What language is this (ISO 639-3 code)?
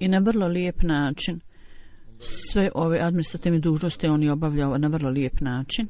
bos